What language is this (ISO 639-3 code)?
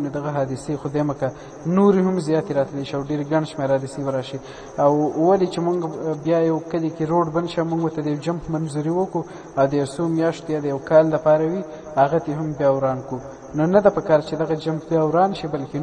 pus